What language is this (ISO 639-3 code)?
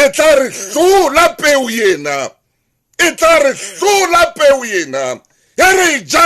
sot